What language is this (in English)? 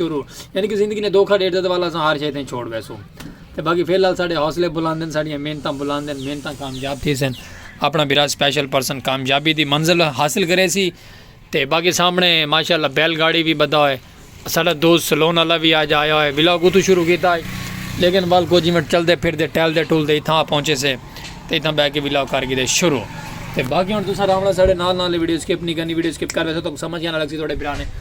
Saraiki